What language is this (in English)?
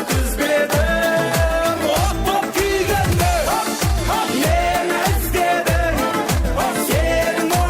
Kara-Kalpak